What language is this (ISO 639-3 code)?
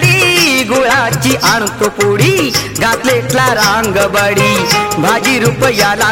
mar